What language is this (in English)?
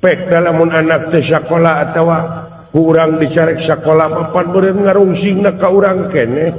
Sundanese